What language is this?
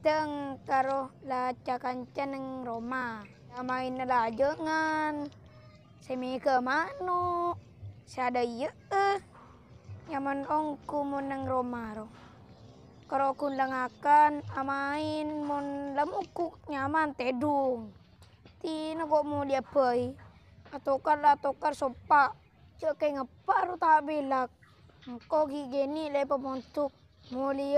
Madurese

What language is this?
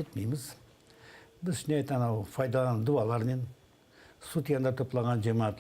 Crimean Tatar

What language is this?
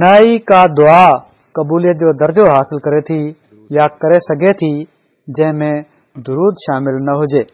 Sindhi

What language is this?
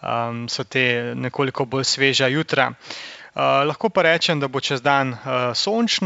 Slovenian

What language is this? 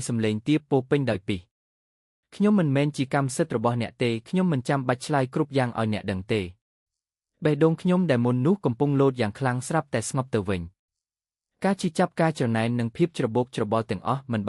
Khmer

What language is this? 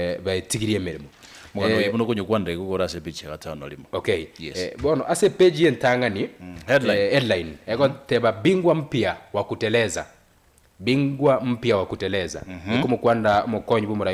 Gusii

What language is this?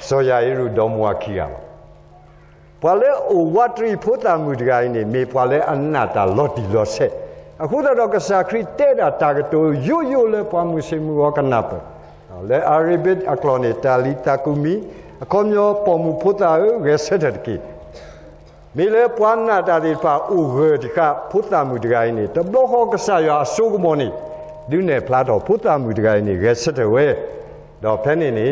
S'gaw Karen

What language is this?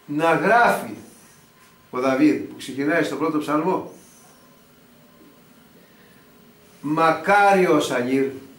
Greek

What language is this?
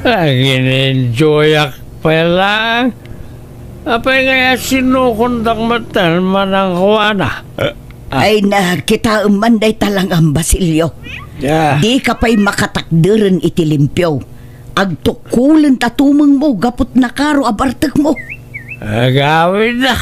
Iloko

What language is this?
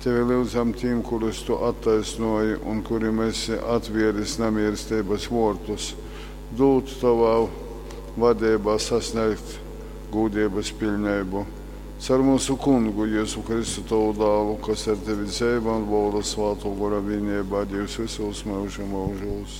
Latgalian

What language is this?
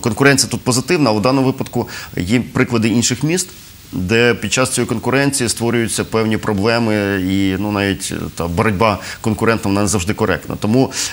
Ukrainian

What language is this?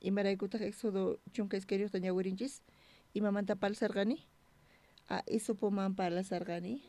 South Bolivian Quechua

